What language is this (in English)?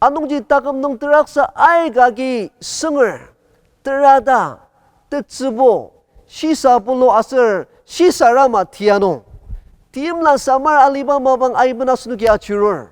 Ao Naga